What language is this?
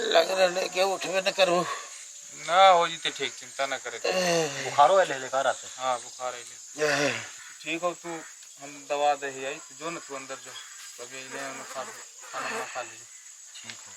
Magahi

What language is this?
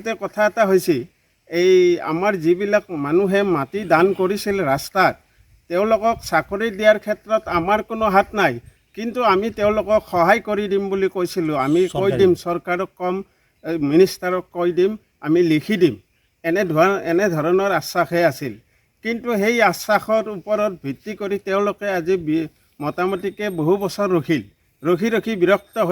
Assamese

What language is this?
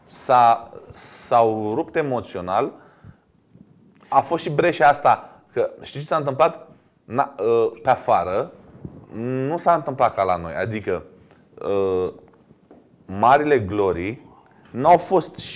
Romanian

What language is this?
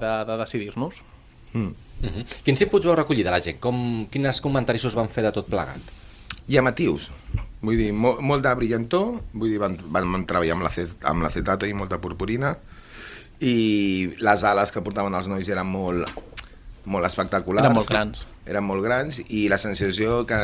Catalan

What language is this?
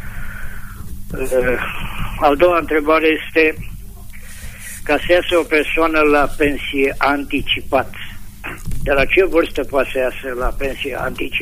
Romanian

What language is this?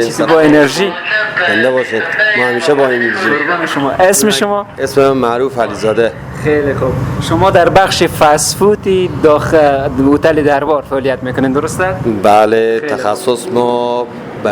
Persian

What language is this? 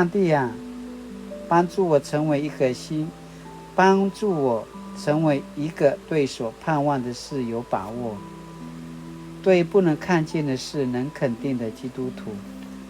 Paiwan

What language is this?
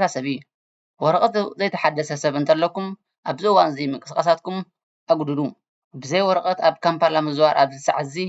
Tigrinya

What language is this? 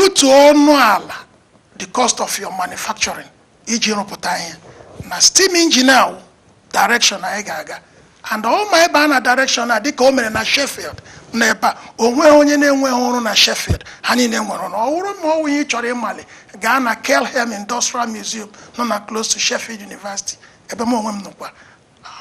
Igbo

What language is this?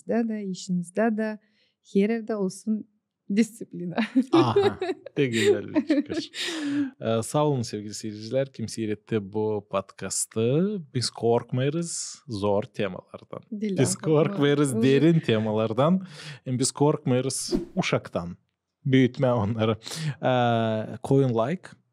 Gagauz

